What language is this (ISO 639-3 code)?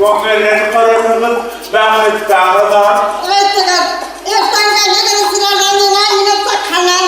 bak